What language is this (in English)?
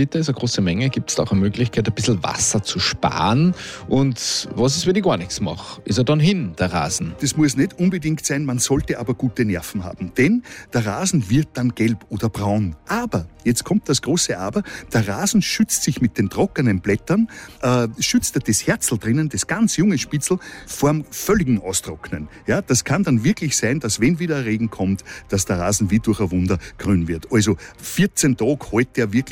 German